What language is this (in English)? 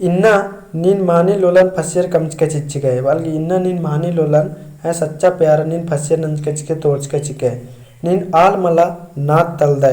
Kurukh